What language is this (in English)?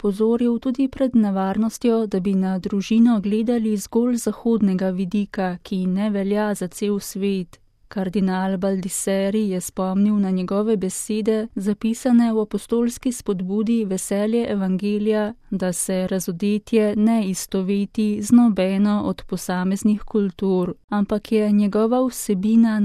Slovenian